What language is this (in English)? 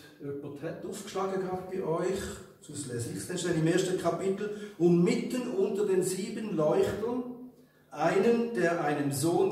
Swiss German